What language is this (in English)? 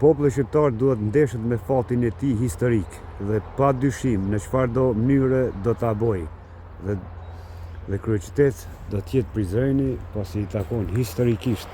Albanian